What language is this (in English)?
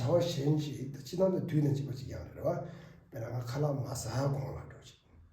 Tibetan